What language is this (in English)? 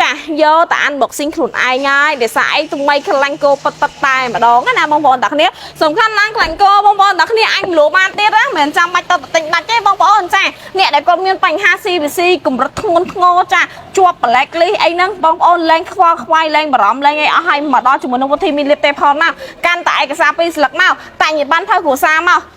Khmer